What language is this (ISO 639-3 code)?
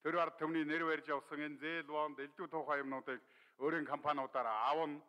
mon